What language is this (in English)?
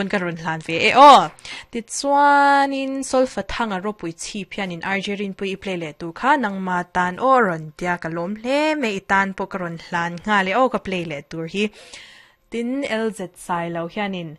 Mizo